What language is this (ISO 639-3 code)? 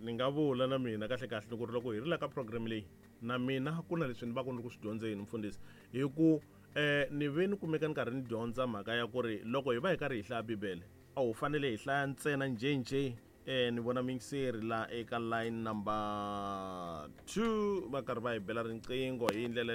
tso